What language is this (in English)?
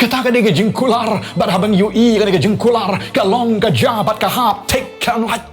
Khasi